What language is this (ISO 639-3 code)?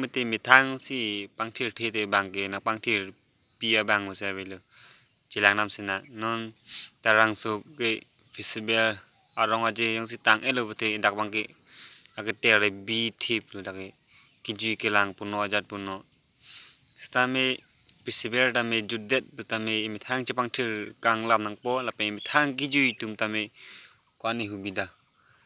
mjw